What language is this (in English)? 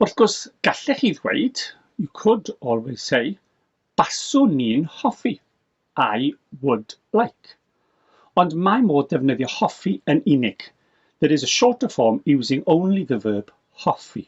Welsh